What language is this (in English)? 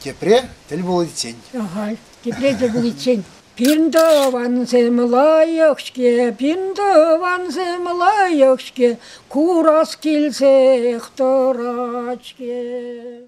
Chuvash